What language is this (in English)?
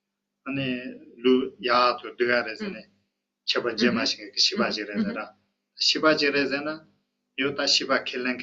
Tibetan